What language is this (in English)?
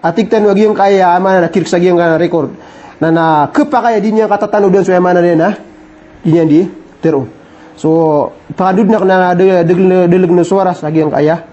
Maranao